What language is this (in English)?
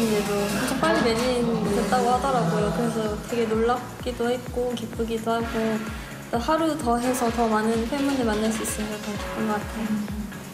Korean